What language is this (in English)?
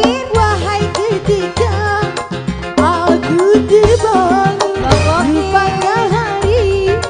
Betawi